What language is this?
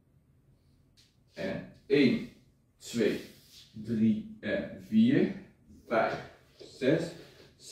Dutch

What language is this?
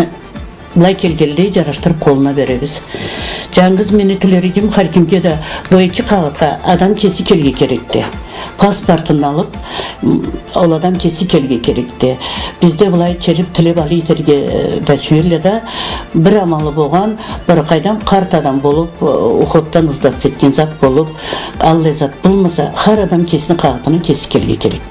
Karachay-Balkar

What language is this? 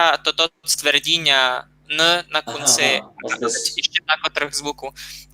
Rusyn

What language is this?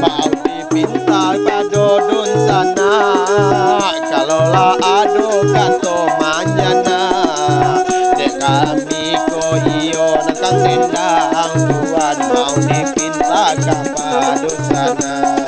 Minangkabau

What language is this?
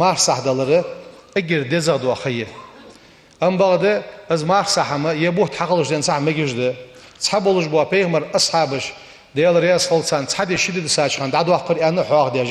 Ingush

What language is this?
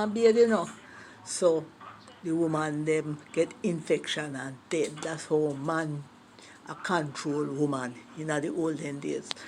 Jamaican Creole English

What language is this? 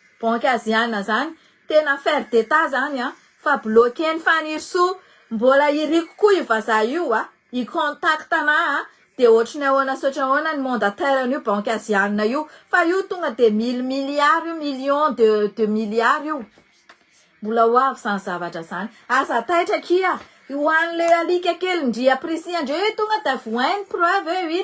Malagasy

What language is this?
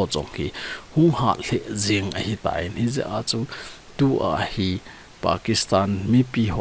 Thado Chin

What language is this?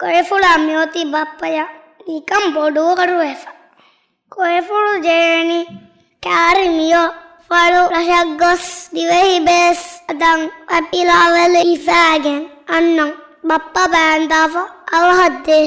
Divehi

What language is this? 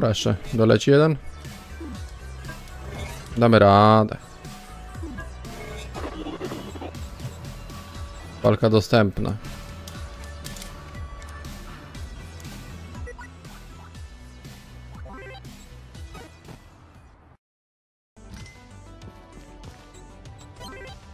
Polish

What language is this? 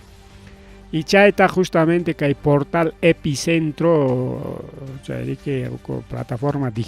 Ayacucho Quechua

